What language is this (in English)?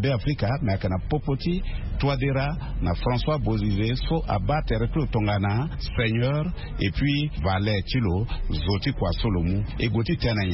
Sango